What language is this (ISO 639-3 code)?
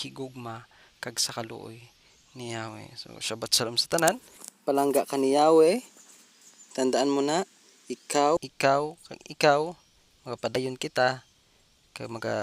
hil